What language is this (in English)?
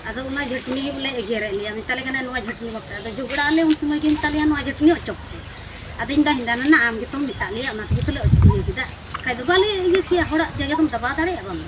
Santali